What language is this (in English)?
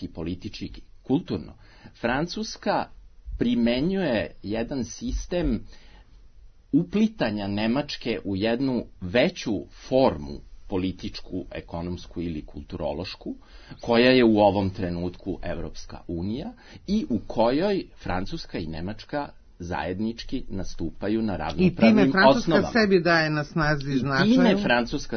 Serbian